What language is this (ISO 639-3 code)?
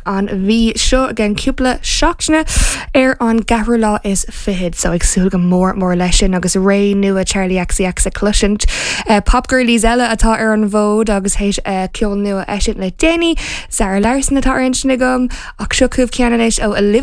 gle